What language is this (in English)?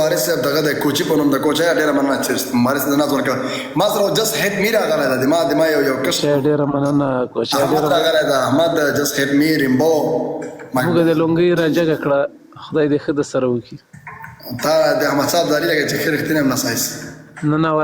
Pashto